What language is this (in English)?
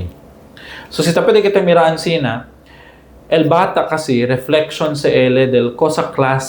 Chavacano